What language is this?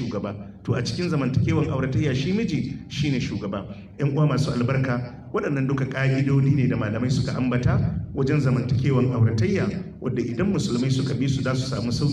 Hausa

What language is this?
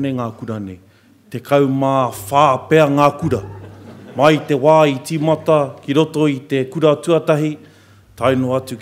Māori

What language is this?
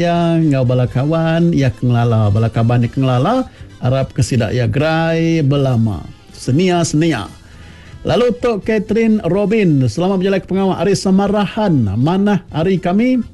Iban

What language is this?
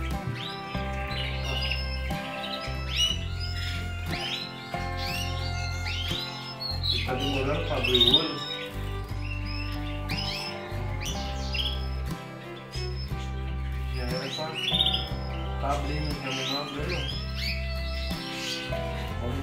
Portuguese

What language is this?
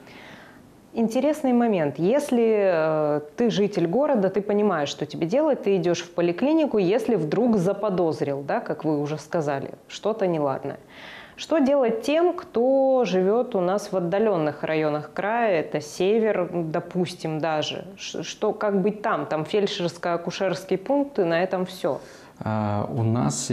Russian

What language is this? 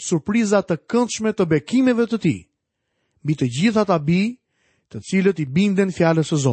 Albanian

